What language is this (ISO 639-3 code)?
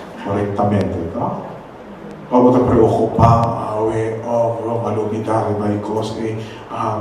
pap